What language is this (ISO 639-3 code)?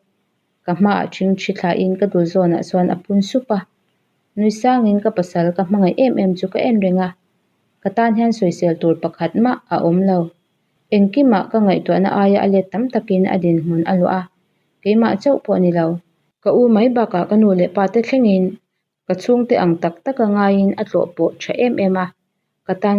lus